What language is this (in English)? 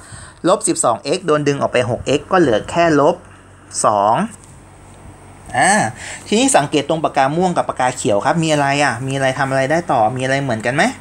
Thai